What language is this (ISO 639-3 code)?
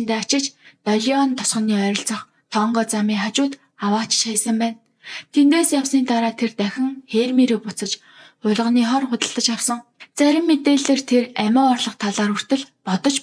mon